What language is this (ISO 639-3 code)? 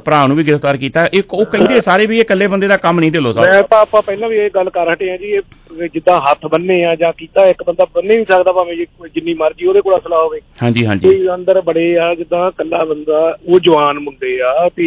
pan